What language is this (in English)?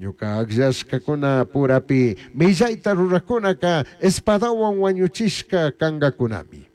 Chimborazo Highland Quichua